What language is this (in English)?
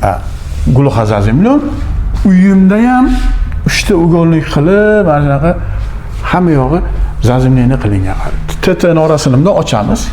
Uzbek